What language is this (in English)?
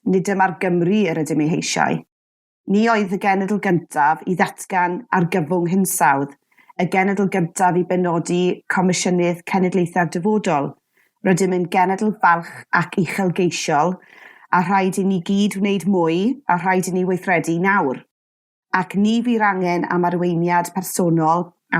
Welsh